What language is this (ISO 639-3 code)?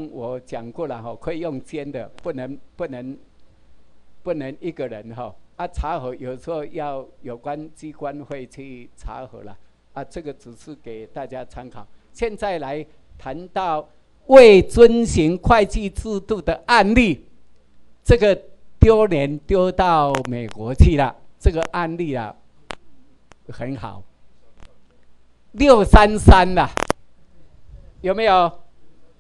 zho